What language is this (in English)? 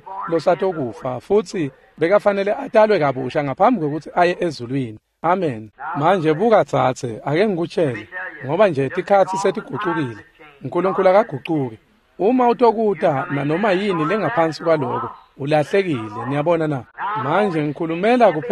Swati